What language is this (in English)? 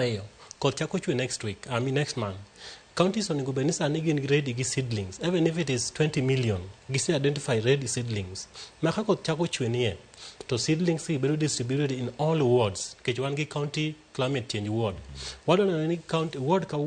Luo (Kenya and Tanzania)